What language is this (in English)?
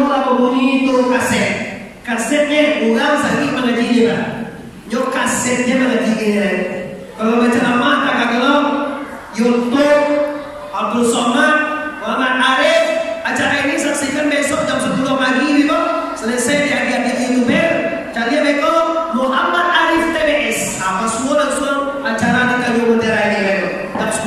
Minangkabau